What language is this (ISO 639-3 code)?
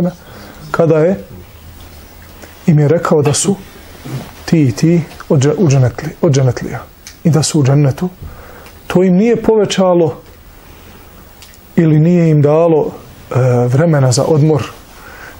bos